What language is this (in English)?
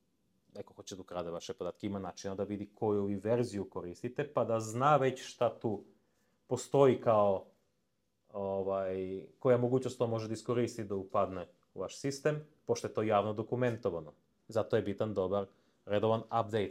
Serbian